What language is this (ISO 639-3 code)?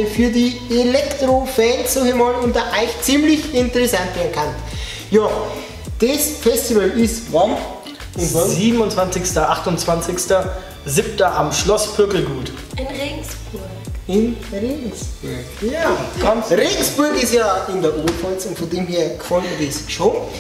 bar